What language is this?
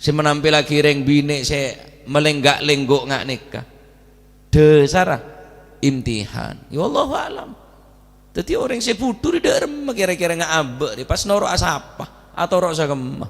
Madurese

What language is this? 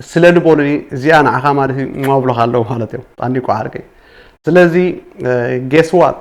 Tigrinya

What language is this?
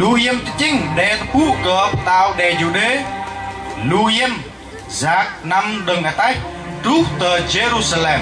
Bahnar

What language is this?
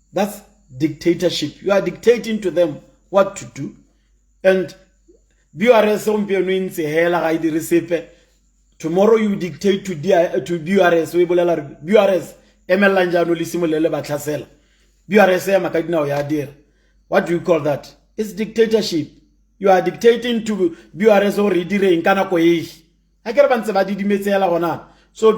Tswana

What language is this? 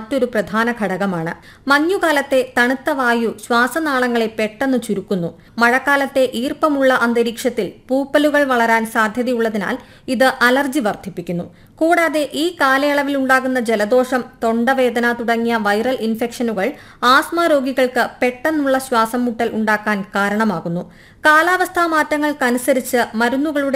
Malayalam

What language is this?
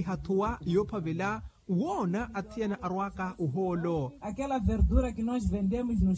Makhuwa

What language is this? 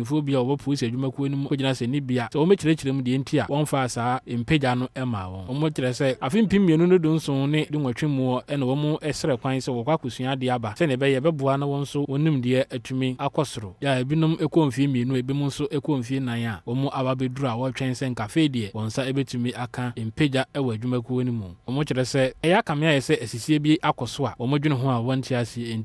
Akan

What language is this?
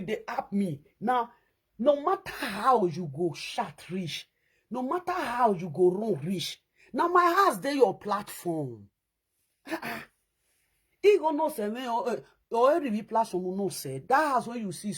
Nigerian Pidgin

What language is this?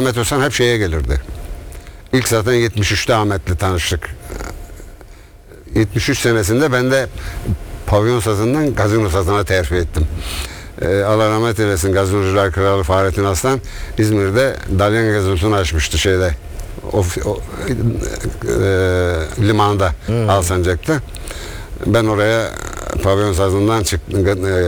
Turkish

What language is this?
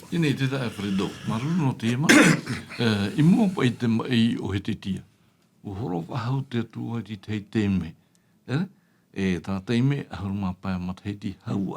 Tahitian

